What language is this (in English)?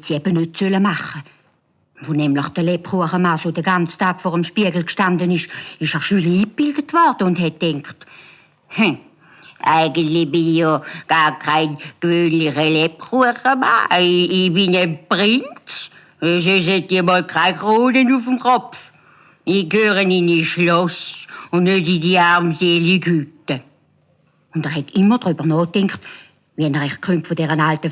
Swiss German